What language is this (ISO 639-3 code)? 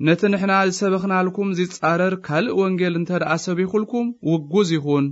tir